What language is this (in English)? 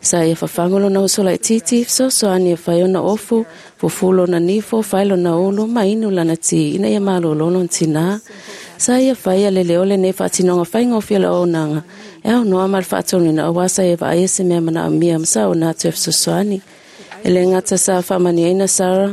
Samoan